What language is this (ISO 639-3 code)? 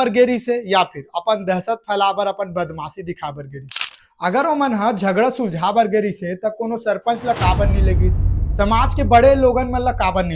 hne